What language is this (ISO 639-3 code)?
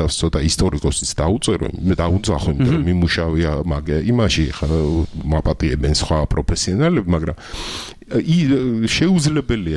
kat